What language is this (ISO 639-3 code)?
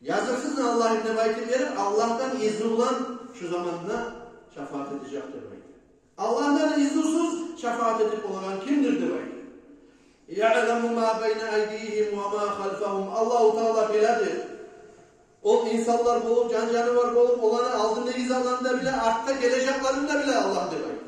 kum